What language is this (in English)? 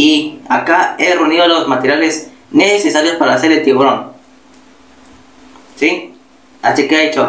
Spanish